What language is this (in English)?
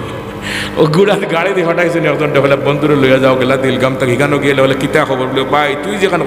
Sylheti